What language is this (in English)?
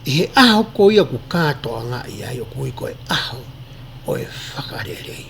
Tongan